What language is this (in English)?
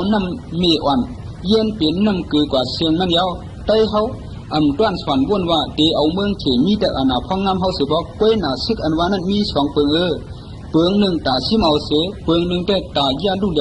Shan